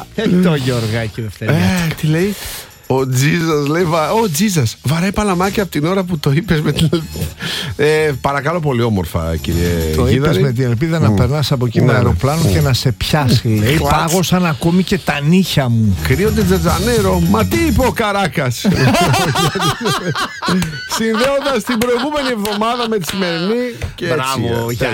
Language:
Greek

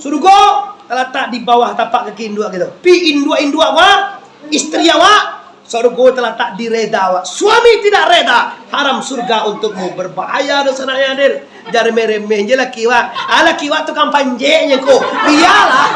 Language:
Minangkabau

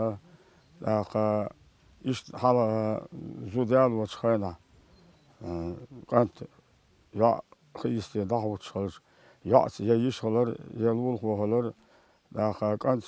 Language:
Chechen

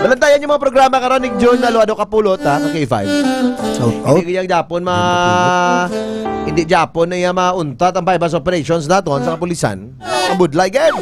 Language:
Hiligaynon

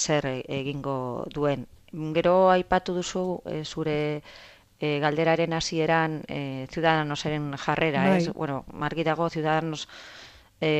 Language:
Basque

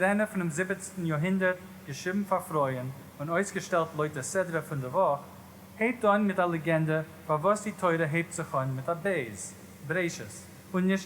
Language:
Yiddish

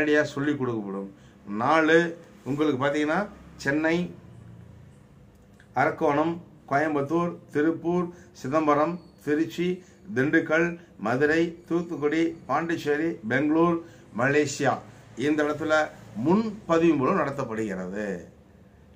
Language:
Tamil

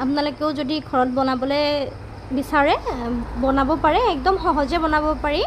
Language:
Assamese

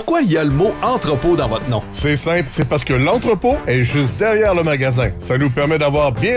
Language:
French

